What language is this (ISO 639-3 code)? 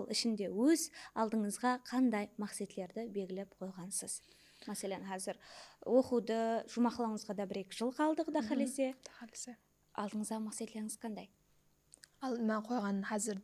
kaa